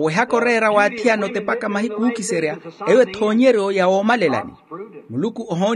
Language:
Makhuwa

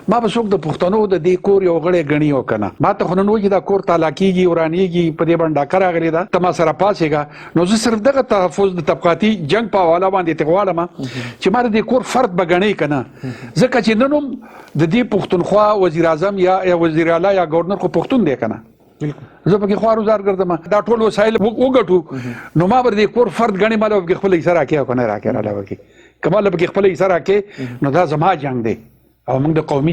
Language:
Pashto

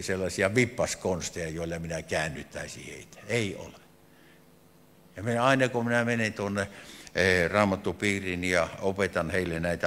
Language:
Finnish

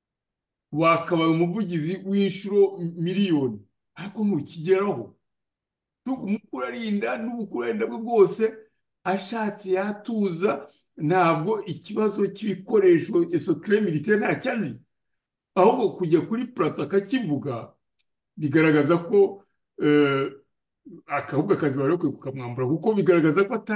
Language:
Kinyarwanda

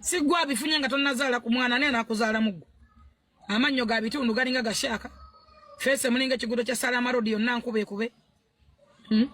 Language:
Ganda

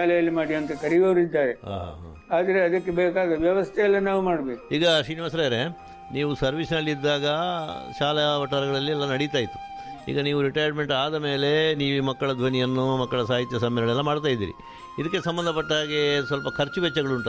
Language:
Kannada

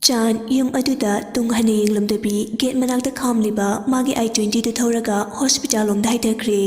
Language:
Manipuri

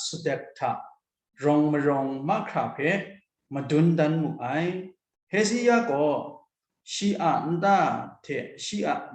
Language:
Kachin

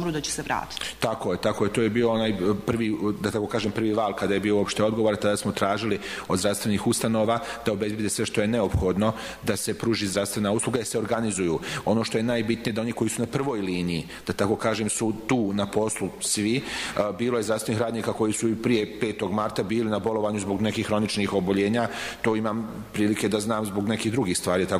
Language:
Bosnian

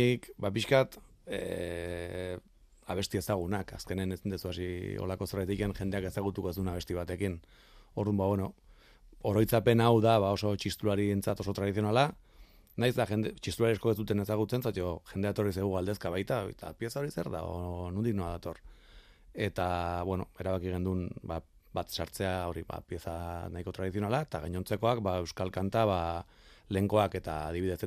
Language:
Basque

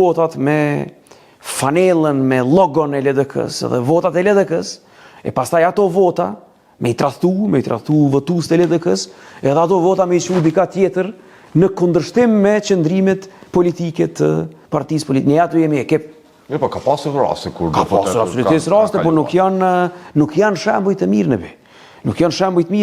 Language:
Albanian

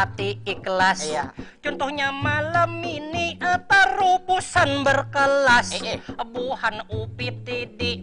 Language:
Banjar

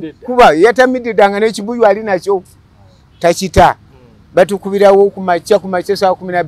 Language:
Ganda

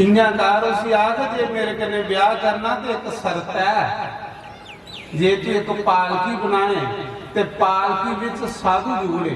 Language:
Dogri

